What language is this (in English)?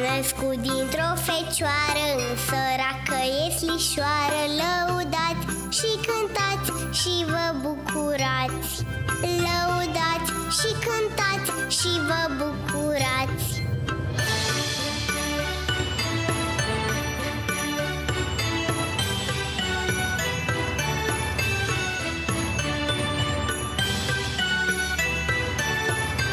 Romanian